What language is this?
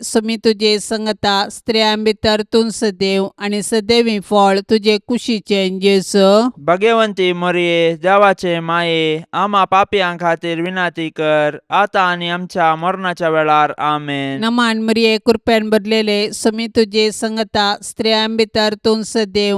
Konkani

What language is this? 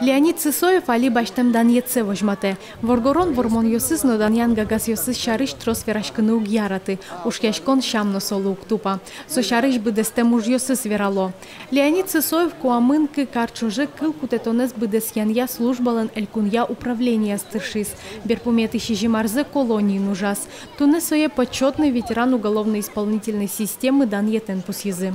Udmurt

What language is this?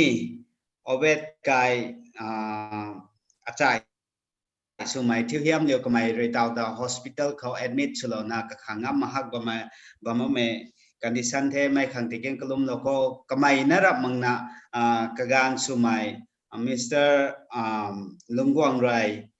Rongmei Naga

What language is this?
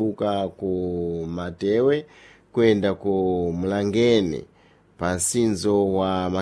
Sena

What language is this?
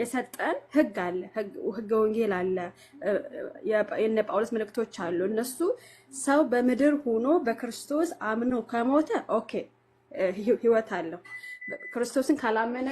Amharic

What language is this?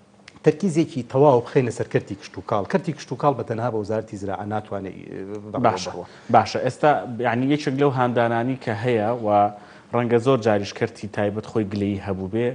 Central Kurdish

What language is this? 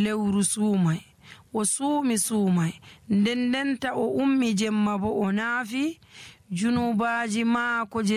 Fula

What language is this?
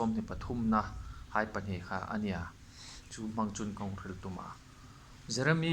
Hmar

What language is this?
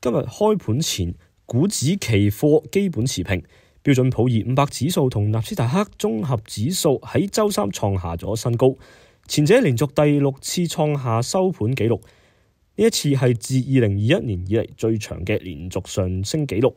Cantonese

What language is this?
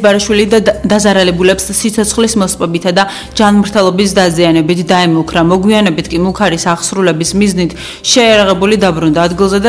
Georgian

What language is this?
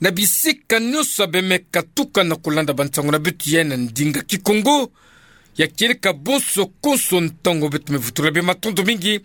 Kituba (Democratic Republic of Congo)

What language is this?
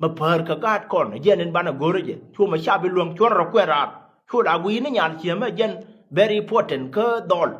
Nuer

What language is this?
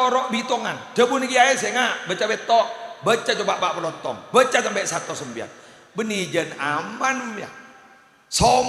Madurese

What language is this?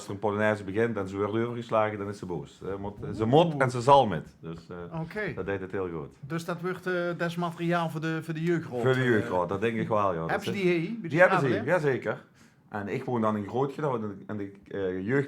Limburgish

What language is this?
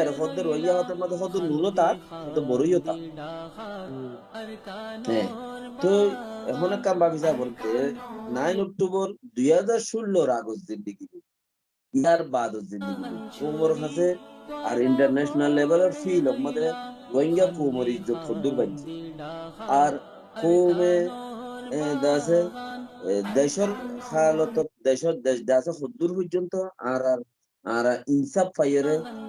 Rohingya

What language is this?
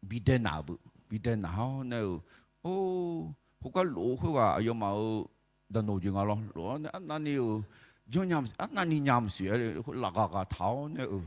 Akha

